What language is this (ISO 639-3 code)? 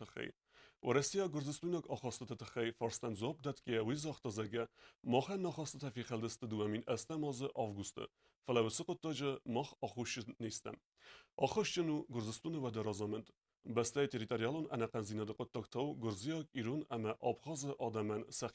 oss